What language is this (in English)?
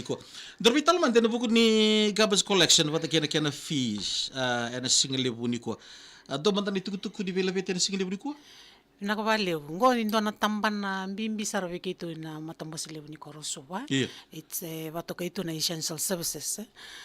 Fijian